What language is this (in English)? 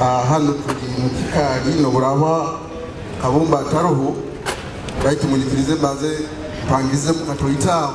Nyoro